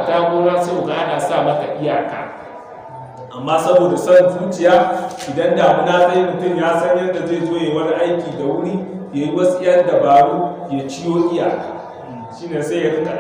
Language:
Hausa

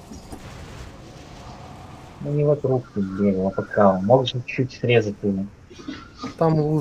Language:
Russian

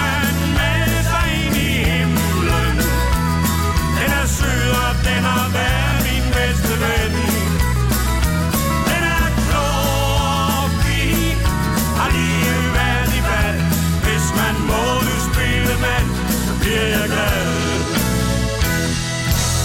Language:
Danish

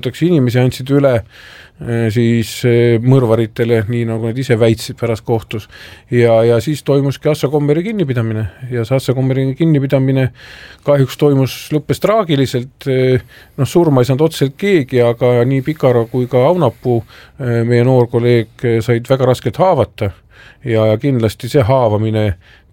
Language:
Estonian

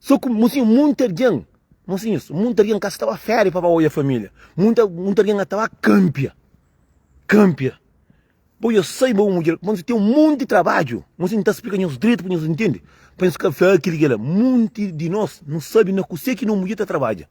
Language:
Kabuverdianu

